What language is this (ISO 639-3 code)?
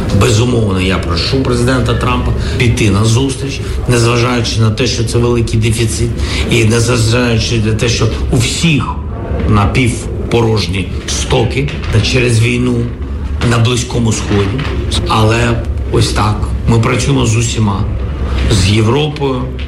ukr